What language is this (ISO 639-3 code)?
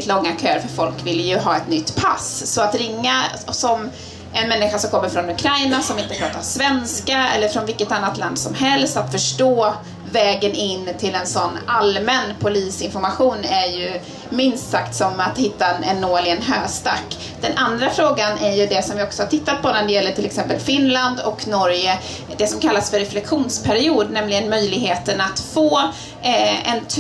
swe